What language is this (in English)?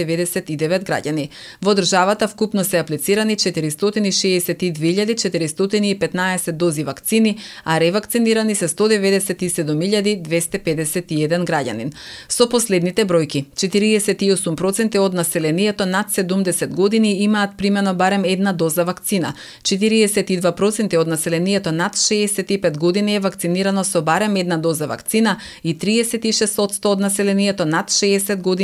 Macedonian